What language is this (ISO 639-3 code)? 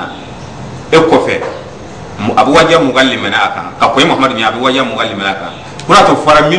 bam